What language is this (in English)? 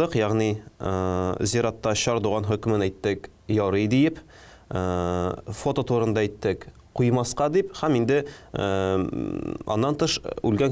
Tatar